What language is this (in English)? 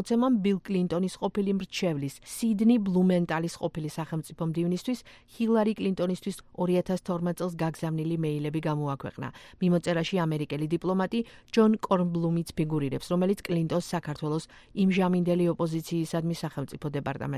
Georgian